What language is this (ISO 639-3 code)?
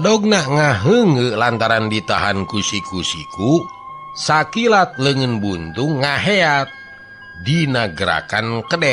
sun